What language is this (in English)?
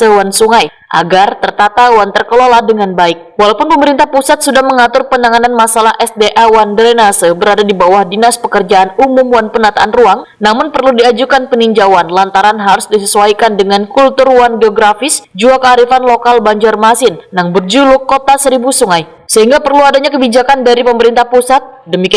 Banjar